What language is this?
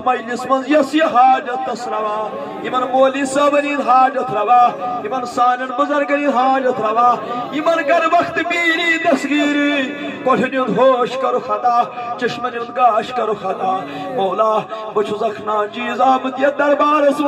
Kashmiri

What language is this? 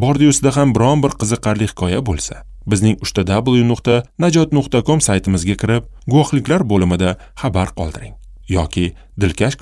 Uzbek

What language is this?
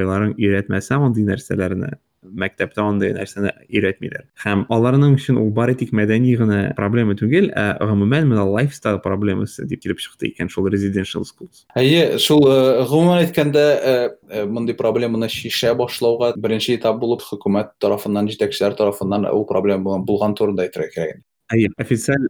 Tatar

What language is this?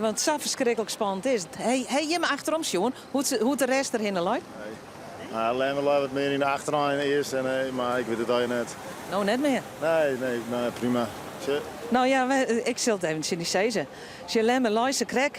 Western Frisian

